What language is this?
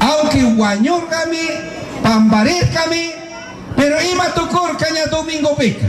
Chimborazo Highland Quichua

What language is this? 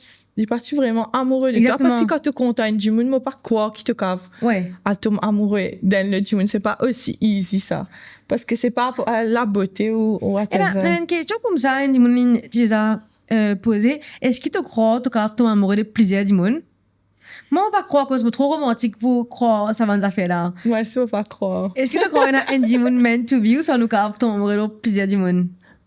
Morisyen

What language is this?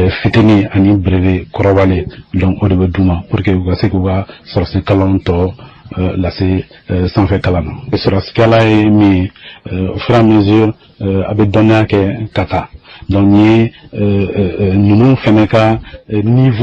Bambara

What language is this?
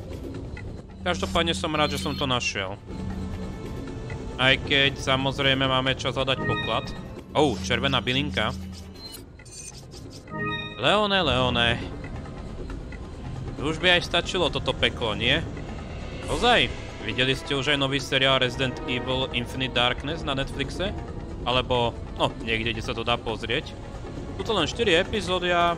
Slovak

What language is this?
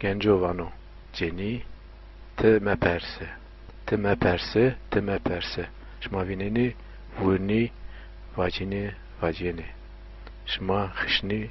Zaza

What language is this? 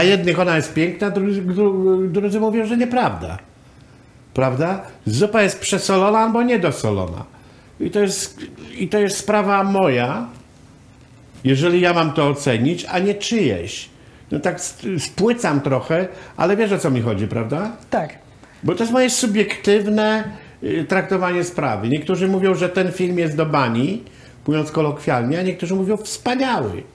Polish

